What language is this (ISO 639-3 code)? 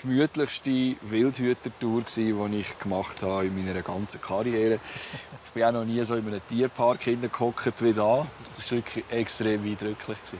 gsw